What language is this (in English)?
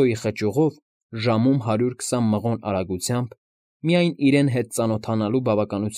Armenian